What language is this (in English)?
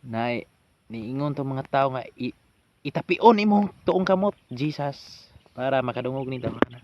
Cebuano